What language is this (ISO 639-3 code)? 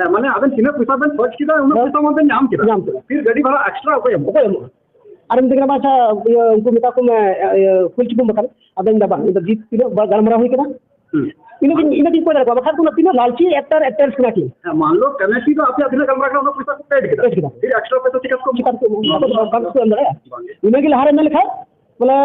sat